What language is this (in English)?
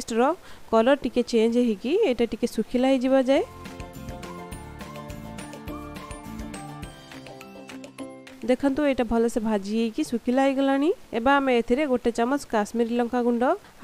Odia